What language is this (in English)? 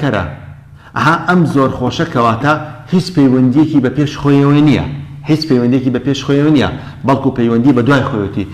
Central Kurdish